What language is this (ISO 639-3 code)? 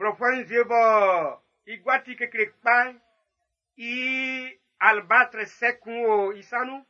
bci